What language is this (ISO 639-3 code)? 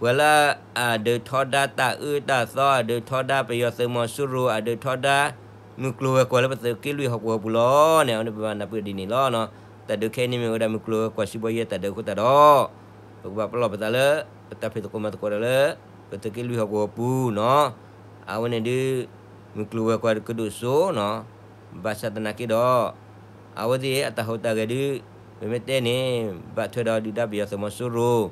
ksw